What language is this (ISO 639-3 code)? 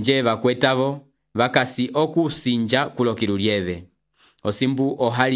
umb